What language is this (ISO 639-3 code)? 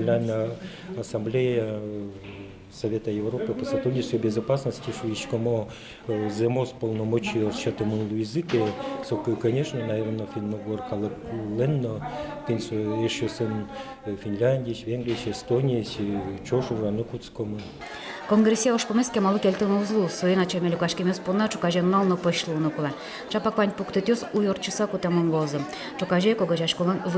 udm